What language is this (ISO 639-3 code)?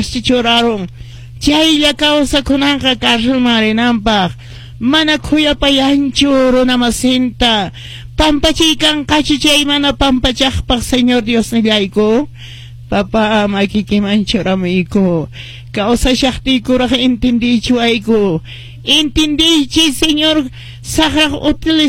que